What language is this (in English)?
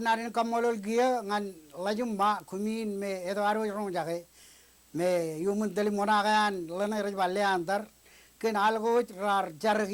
Marshallese